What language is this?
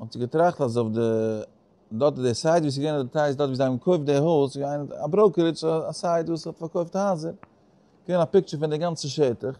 Yiddish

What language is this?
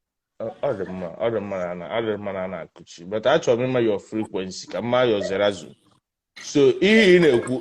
Igbo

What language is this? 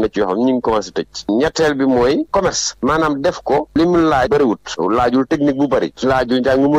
Wolof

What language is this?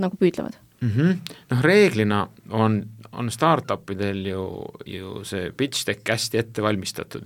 Estonian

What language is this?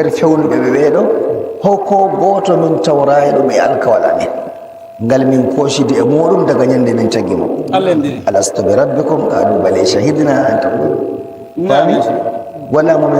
Nigerian Fulfulde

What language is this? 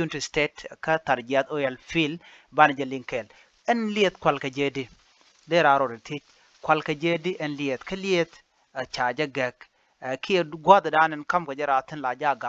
Nuer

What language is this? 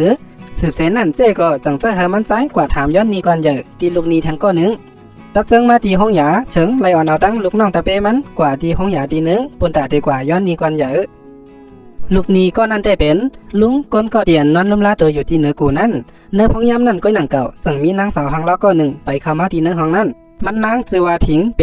Shan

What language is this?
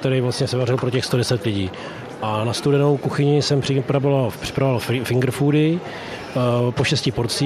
Czech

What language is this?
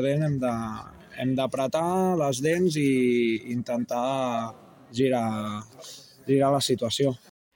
Catalan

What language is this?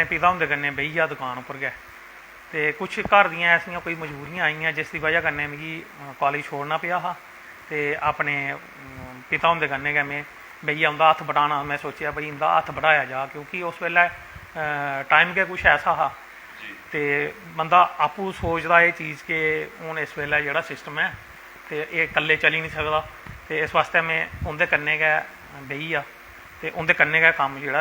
Dogri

